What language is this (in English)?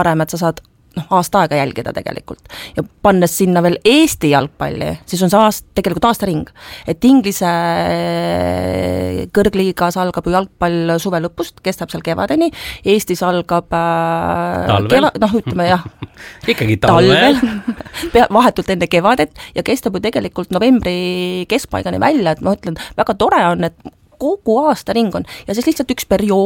Estonian